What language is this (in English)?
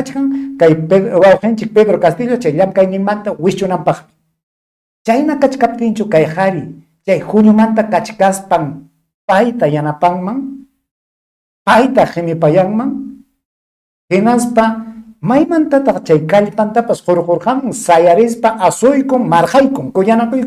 Ayacucho Quechua